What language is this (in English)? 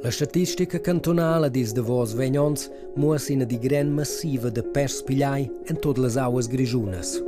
Romansh